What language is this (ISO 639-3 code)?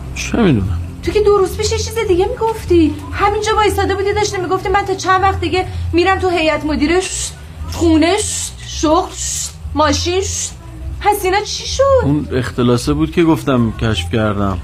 fas